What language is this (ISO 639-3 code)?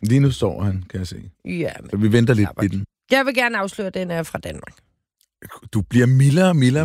dan